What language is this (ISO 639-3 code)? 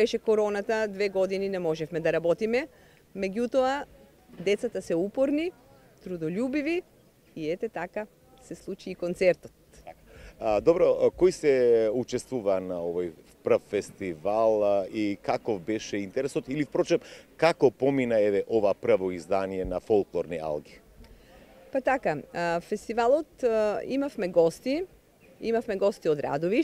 mkd